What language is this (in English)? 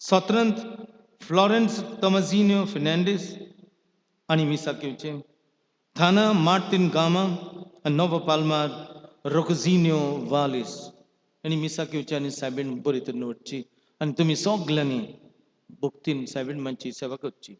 Konkani